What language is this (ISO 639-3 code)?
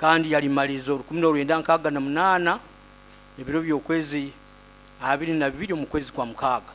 nyo